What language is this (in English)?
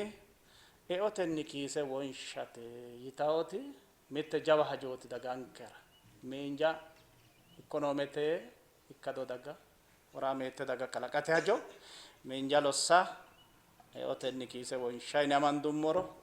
Sidamo